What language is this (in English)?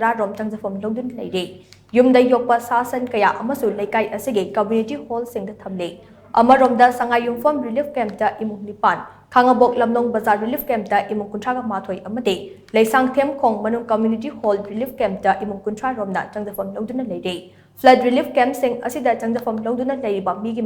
Manipuri